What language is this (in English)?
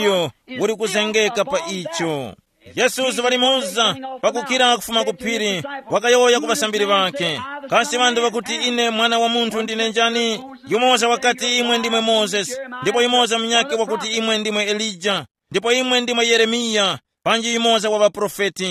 Tumbuka